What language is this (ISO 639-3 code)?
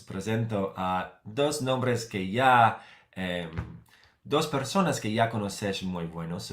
lad